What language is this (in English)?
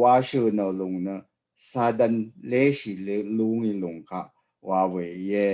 Rawang